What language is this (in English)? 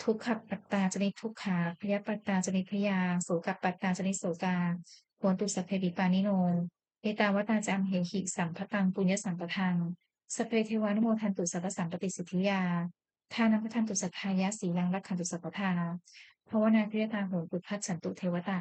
Pali